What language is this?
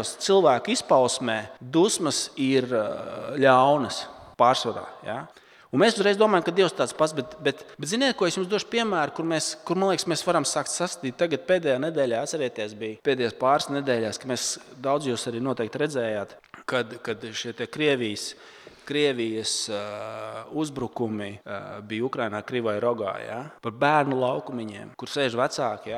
Latvian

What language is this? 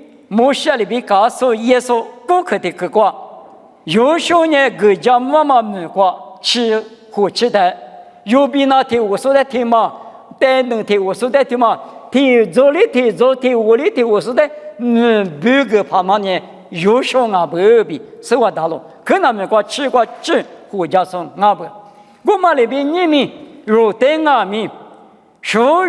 Lisu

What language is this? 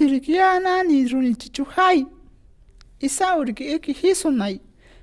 Shipibo-Conibo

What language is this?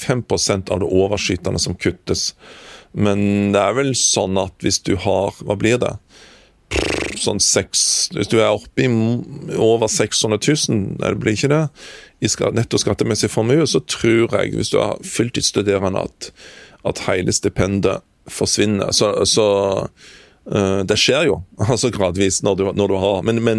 Norwegian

